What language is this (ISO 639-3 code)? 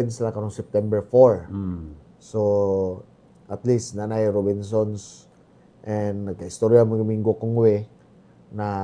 ceb